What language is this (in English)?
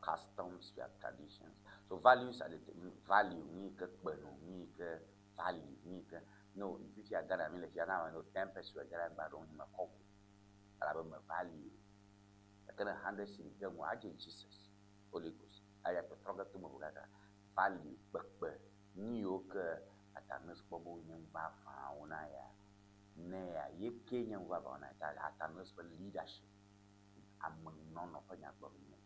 Ewe